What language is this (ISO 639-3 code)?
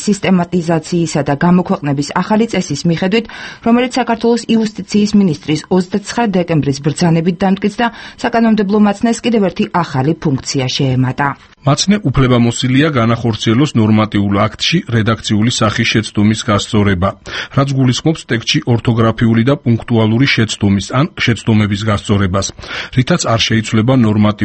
kat